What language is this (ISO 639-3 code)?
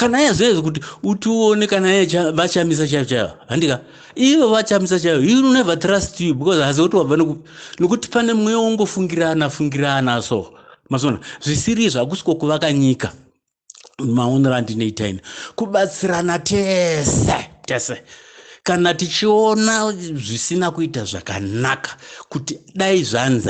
sna